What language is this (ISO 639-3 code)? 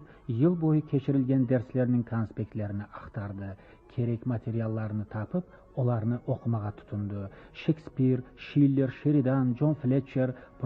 crh